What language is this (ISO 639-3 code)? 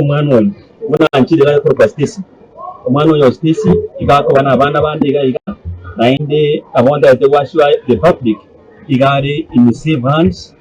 guz